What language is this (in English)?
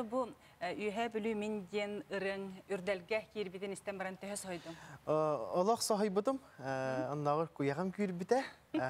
Yakut